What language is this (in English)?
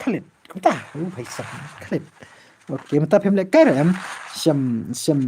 Khasi